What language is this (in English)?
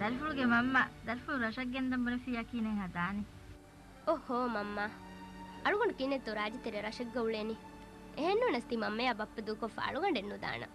Divehi